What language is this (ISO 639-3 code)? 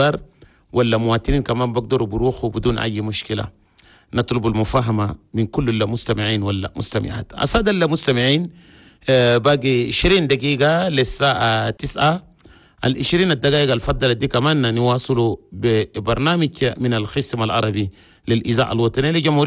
shu